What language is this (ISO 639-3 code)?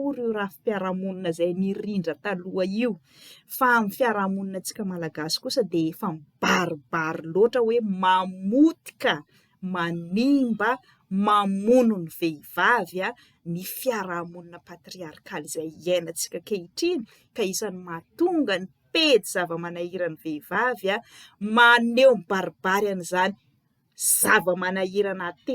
mlg